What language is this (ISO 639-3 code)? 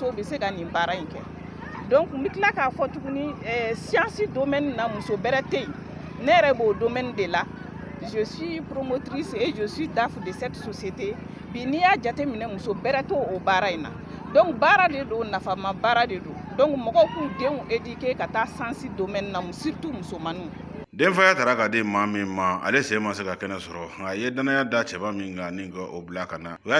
bam